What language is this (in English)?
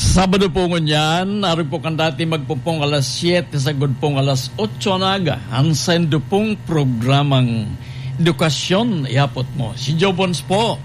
Bikol